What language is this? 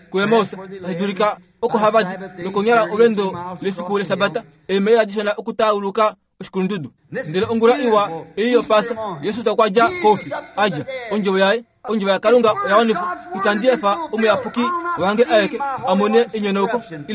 Kuanyama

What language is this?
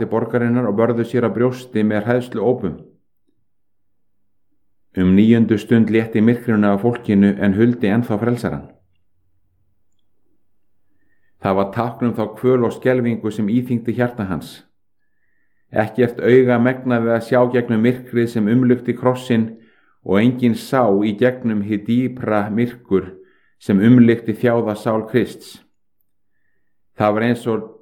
Icelandic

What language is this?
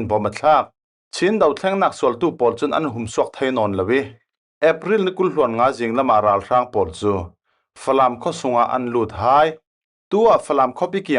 Falam Chin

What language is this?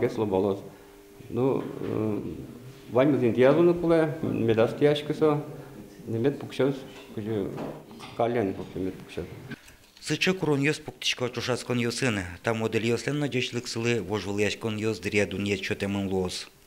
Udmurt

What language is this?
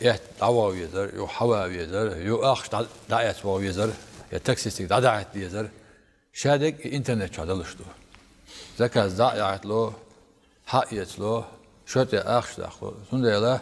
Chechen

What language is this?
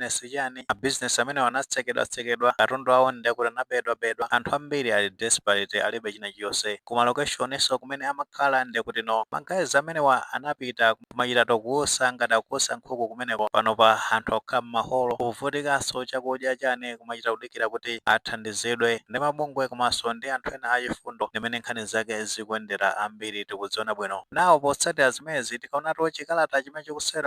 Nyanja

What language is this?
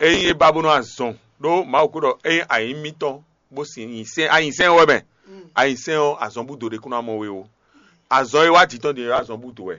Fon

